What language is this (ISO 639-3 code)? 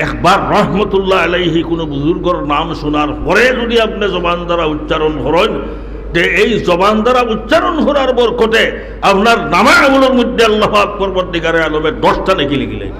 syl